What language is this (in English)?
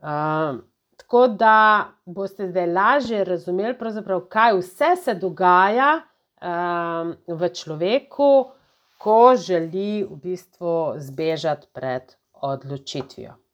Slovenian